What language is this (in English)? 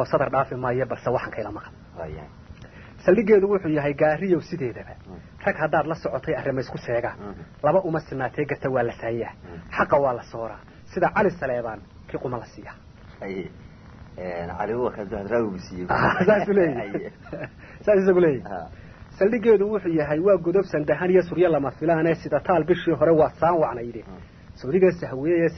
Somali